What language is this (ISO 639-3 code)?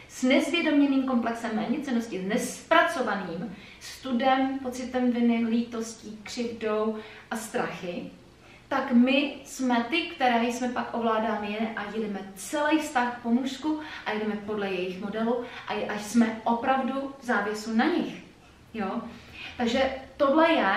ces